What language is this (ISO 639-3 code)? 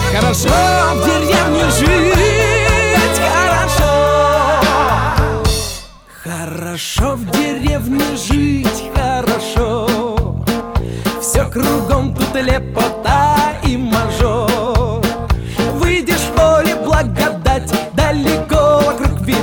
rus